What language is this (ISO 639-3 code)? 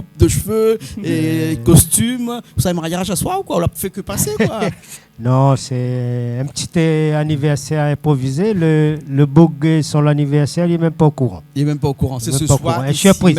rcf